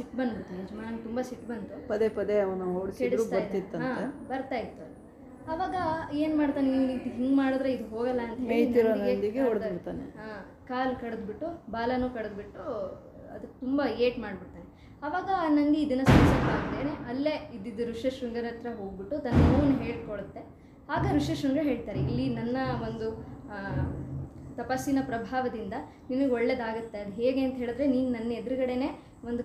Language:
Kannada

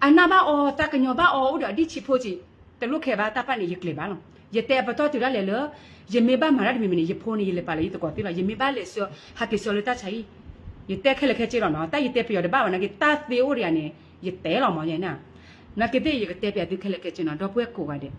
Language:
S'gaw Karen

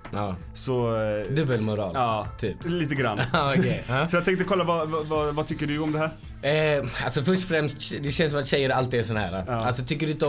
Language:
Swedish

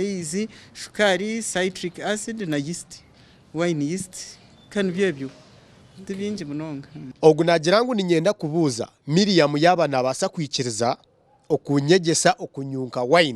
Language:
Nyankole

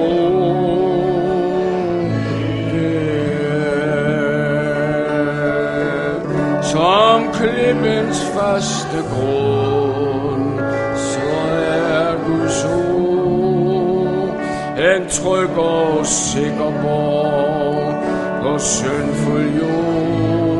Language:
Danish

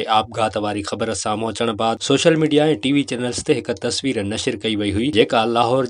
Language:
Sindhi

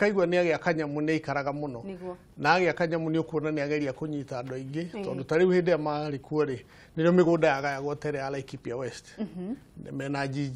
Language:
Kikuyu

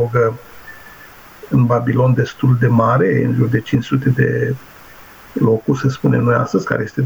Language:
Romanian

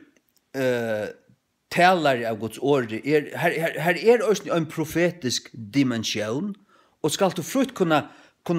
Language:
Faroese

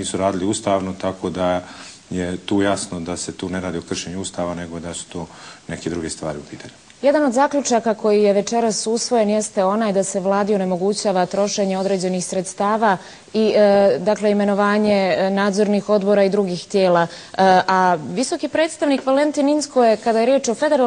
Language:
Bosnian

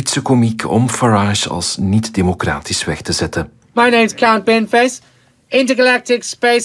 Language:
Dutch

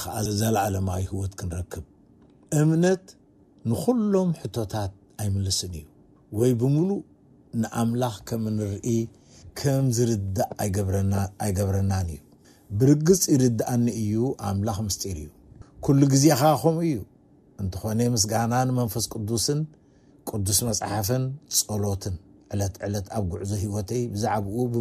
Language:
Tigrinya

